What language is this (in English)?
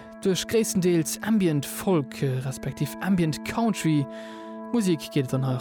Luxembourgish